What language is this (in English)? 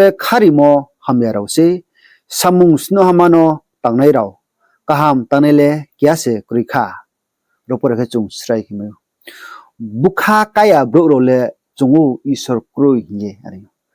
Riang (India)